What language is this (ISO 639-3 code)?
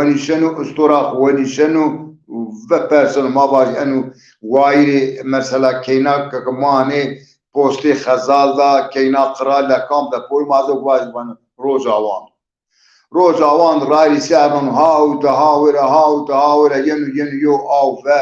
zza